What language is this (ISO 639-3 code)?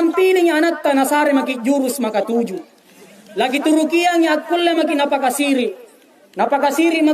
mak